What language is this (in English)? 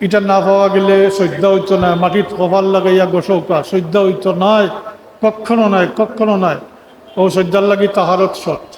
Sylheti